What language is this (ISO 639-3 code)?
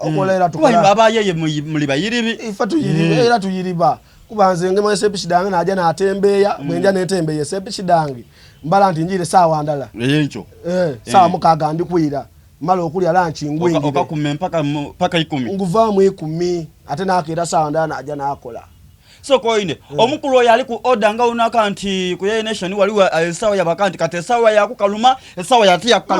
xog